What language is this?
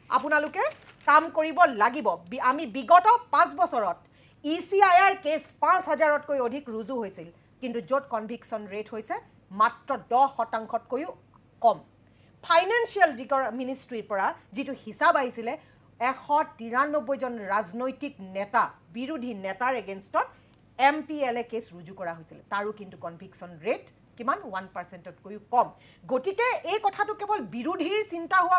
Assamese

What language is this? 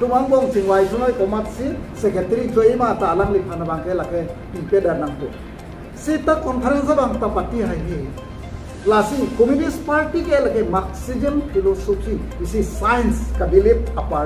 Karbi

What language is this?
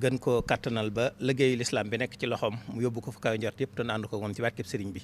Wolof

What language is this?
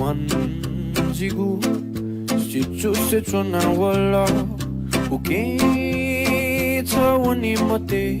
Newari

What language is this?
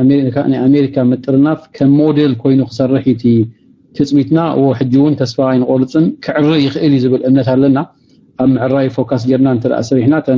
Tigrinya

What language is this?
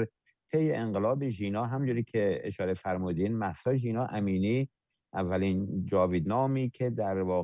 Persian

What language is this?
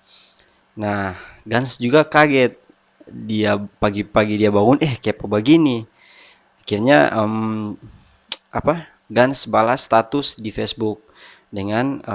Manado Malay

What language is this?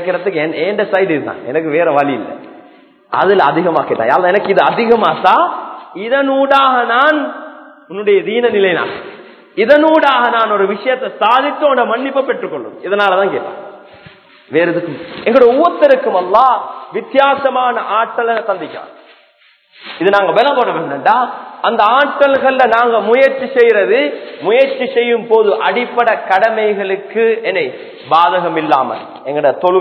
Tamil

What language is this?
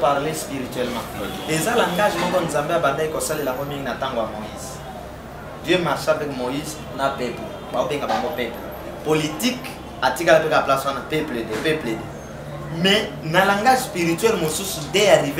Lingala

